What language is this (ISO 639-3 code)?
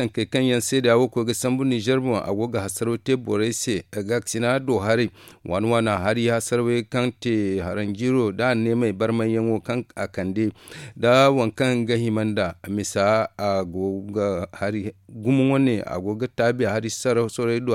dje